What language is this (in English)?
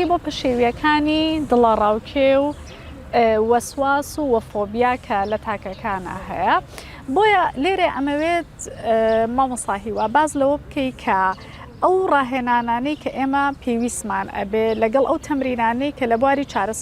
Central Kurdish